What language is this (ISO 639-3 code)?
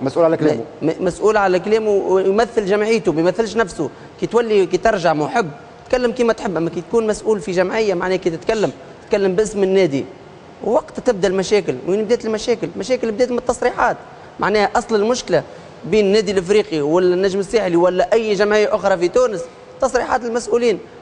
aeb